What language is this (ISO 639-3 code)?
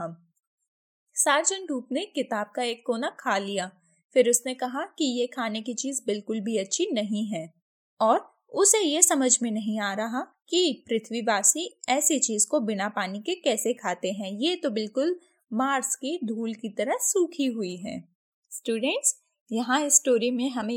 hin